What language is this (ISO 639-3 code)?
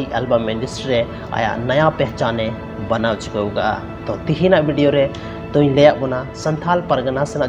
sat